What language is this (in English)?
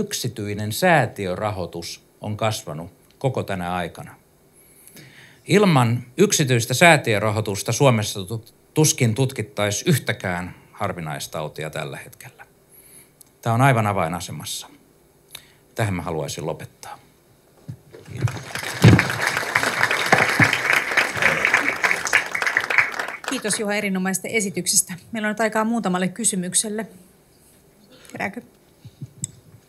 Finnish